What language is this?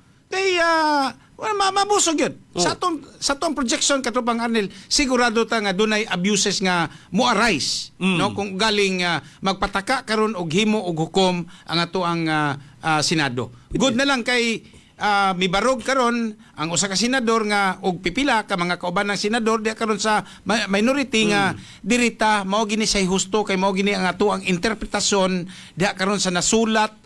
Cebuano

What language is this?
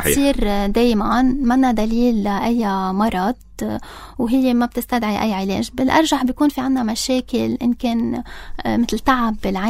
North Levantine Arabic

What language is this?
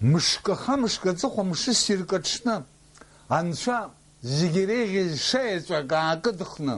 Abkhazian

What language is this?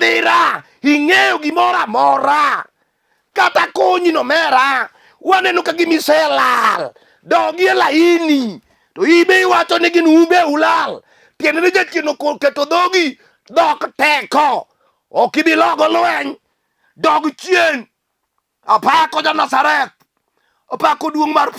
Luo (Kenya and Tanzania)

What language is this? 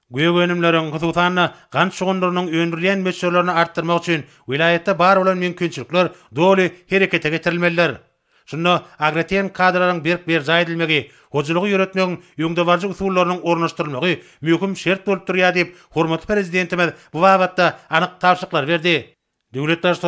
Turkmen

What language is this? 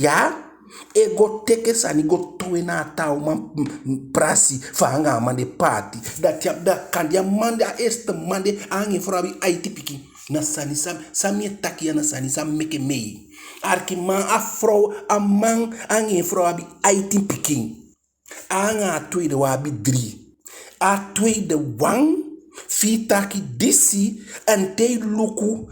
Eastern Maroon Creole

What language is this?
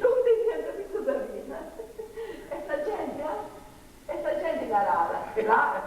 Sardinian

